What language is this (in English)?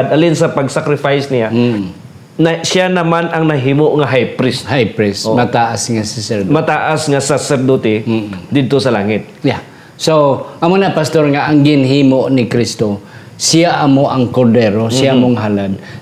Hiligaynon